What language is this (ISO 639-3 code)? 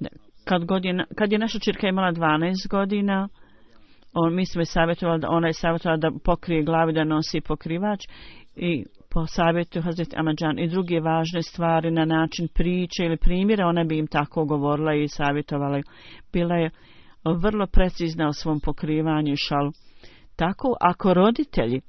bos